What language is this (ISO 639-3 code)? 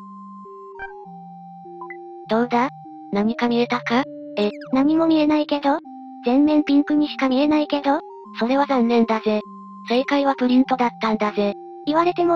jpn